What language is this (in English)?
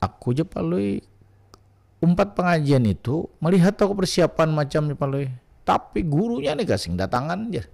Banjar